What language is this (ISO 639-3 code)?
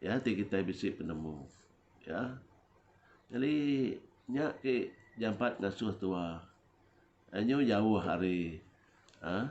iba